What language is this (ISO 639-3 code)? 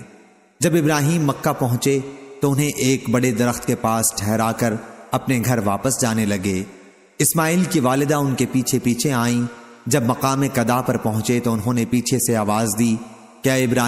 urd